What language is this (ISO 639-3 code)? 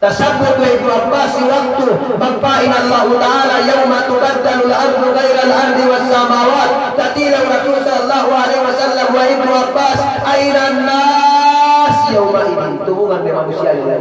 yka